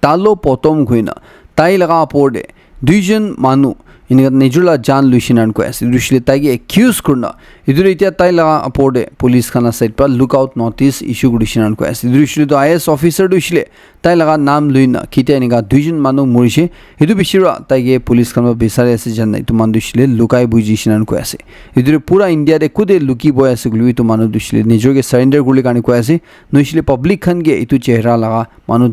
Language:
Naga Pidgin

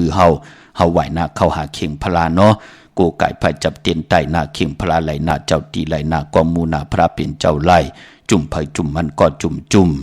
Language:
Shan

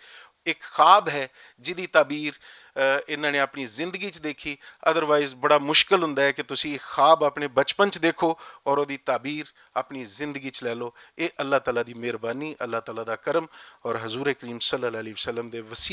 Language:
Western Panjabi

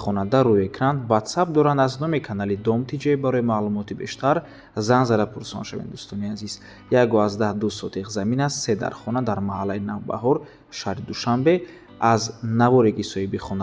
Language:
Tajik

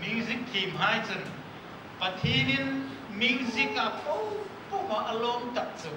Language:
Hmar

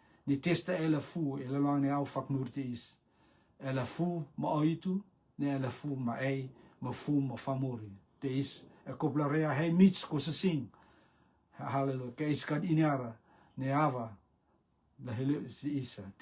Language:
Rotuman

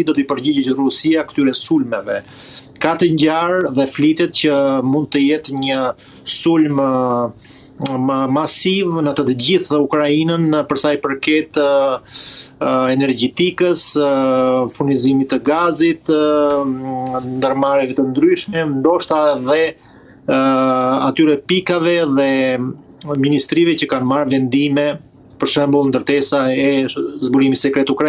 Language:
Albanian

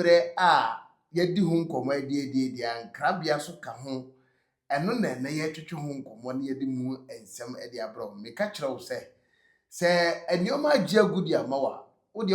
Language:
Akan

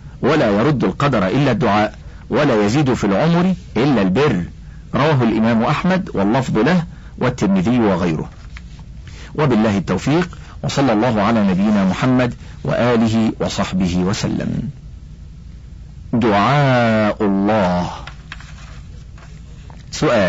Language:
Arabic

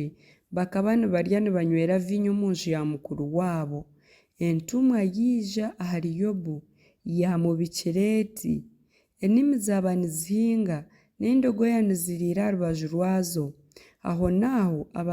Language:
Nyankole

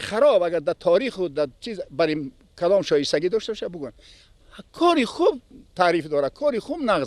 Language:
Persian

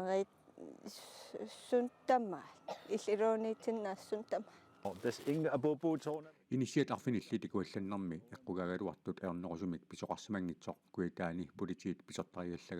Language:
Kalaallisut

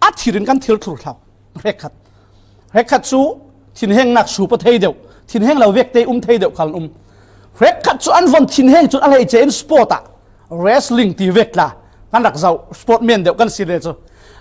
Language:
Falam Chin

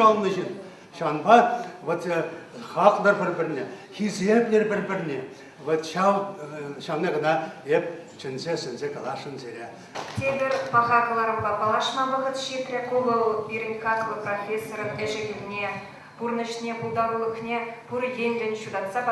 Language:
Chuvash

